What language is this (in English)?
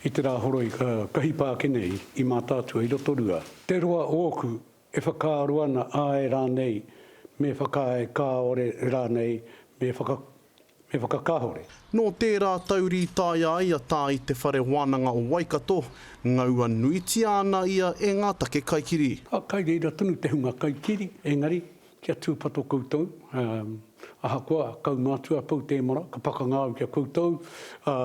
Māori